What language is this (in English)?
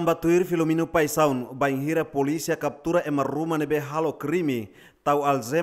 Tetum